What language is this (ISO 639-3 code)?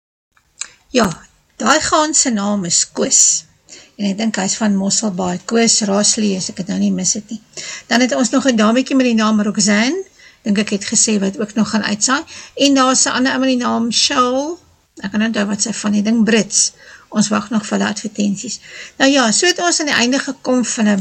afr